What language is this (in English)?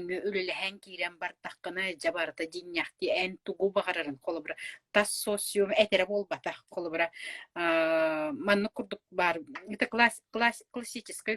Yakut